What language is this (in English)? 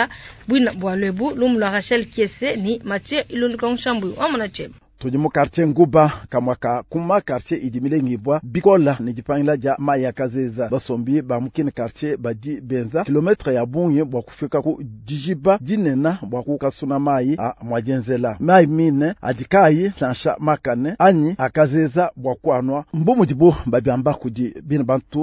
Luba-Lulua